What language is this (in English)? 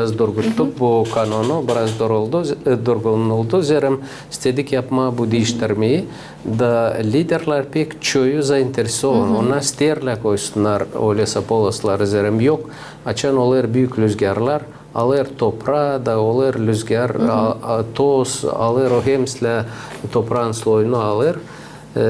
Gagauz